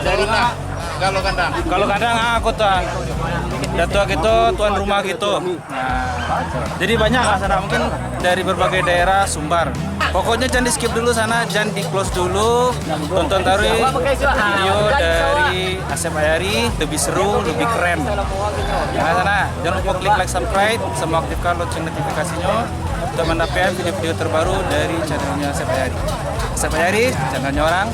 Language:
Minangkabau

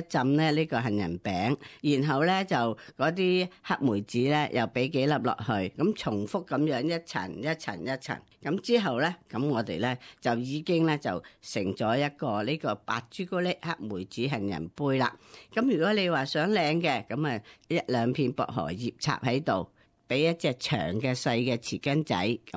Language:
Cantonese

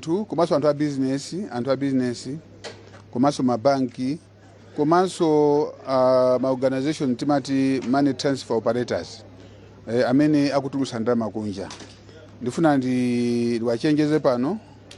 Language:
Nyanja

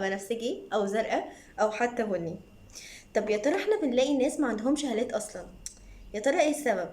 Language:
Egyptian Arabic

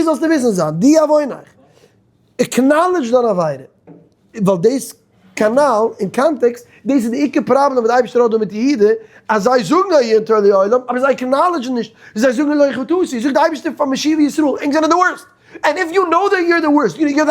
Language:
Yiddish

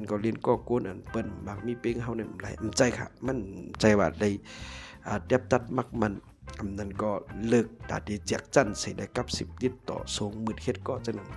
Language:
Shan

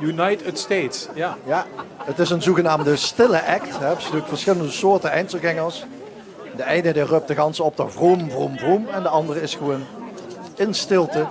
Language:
Limburgish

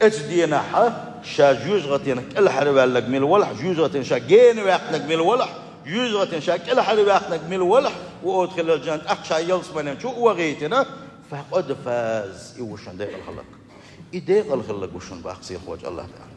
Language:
Chechen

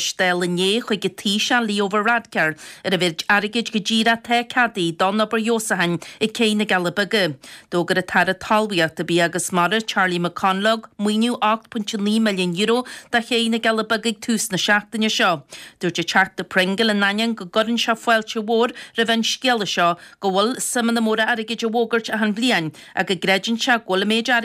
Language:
Irish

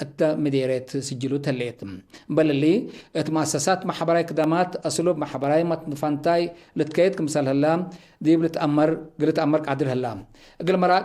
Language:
Tigre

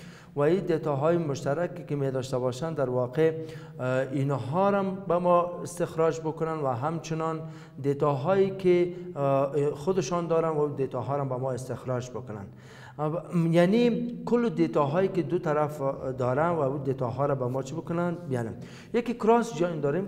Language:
Persian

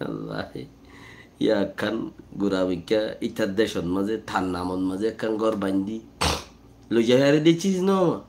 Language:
Rohingya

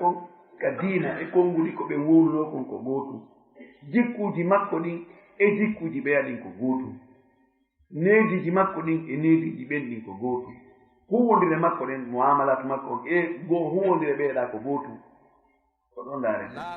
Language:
Fula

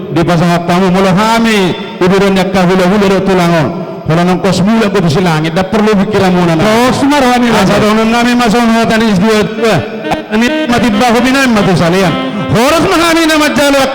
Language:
Batak Toba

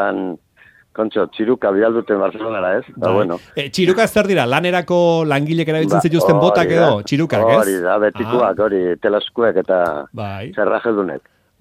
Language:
Basque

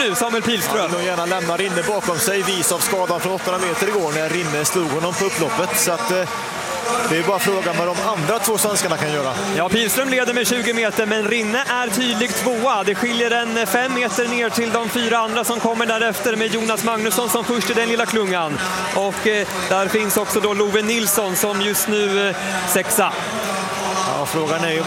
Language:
Swedish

